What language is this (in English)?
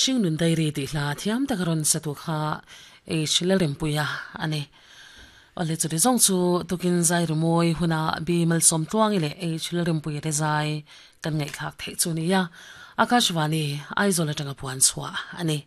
Mizo